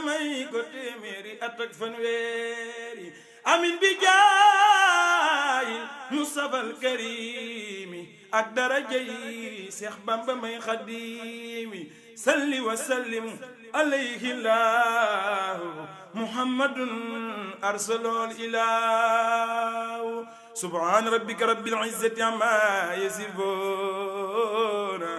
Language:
Wolof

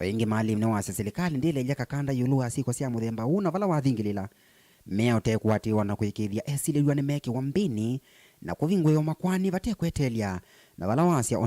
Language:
Kamba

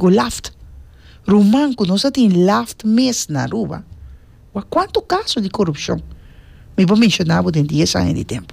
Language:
Papiamento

